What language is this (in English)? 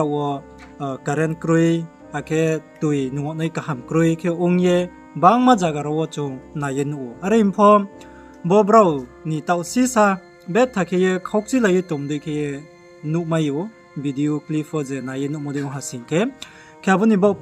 Riang (India)